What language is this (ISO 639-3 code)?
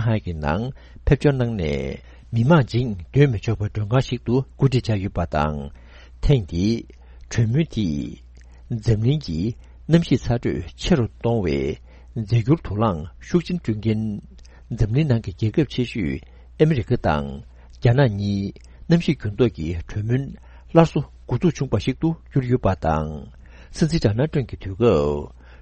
bod